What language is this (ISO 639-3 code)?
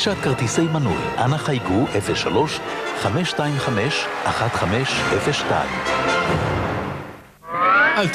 heb